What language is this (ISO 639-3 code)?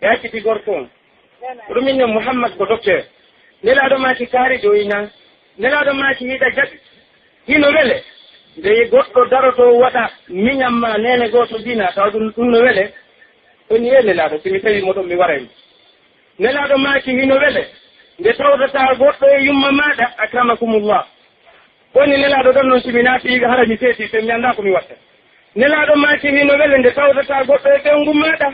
fuf